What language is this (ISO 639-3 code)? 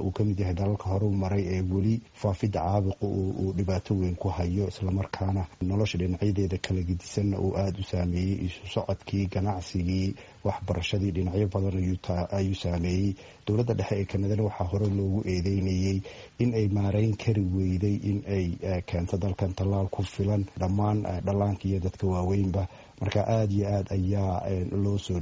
som